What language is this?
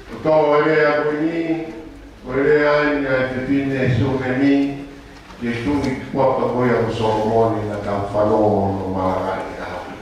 Tongan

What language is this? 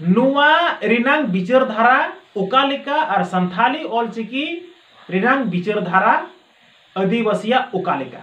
Santali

